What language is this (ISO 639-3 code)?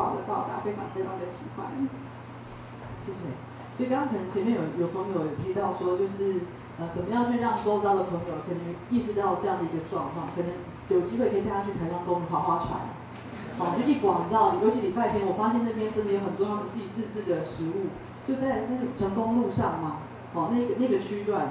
zho